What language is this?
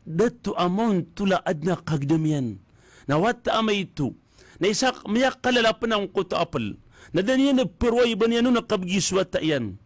Maranao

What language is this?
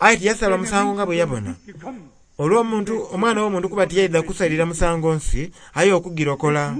Soga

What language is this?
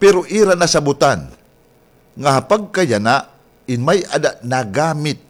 Waray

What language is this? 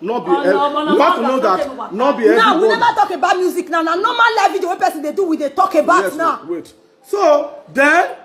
Nigerian Pidgin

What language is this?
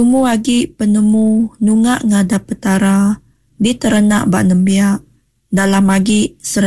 Iban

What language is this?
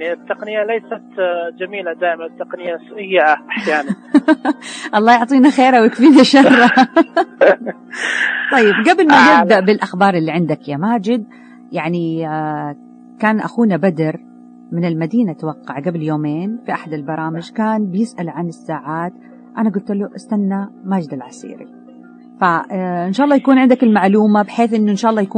Najdi Arabic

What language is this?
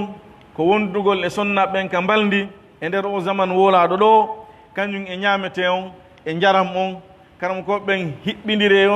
Pular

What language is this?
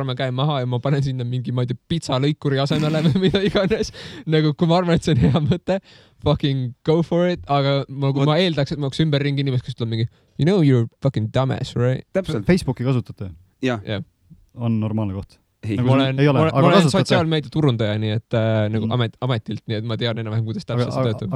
Estonian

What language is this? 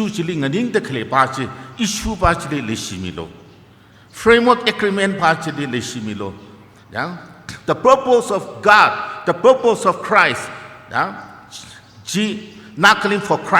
Tangkhul Naga (India)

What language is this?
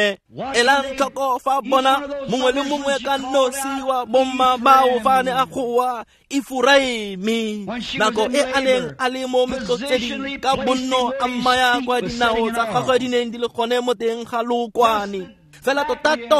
Tswana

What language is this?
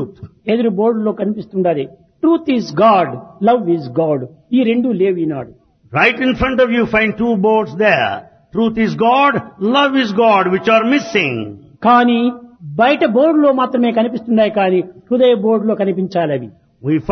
Telugu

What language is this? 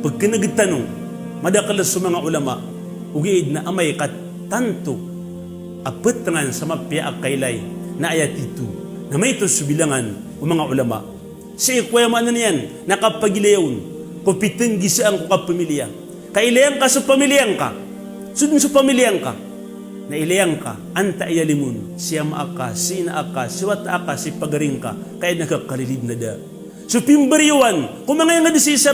Maranao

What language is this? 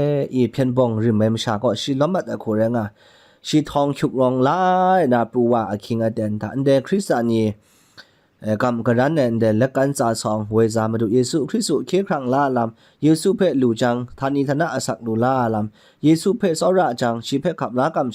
Kachin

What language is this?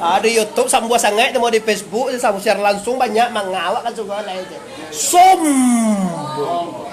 Minangkabau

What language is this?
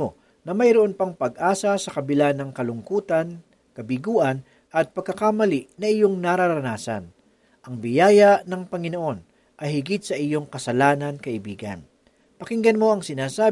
Filipino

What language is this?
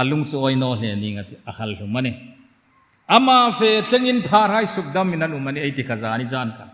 Hmar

